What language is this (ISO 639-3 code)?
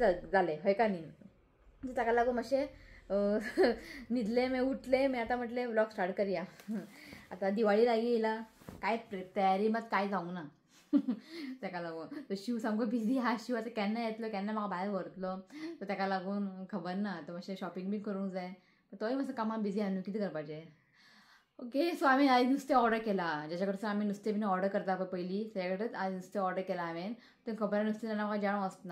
kok